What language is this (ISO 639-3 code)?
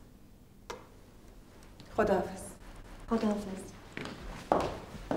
fas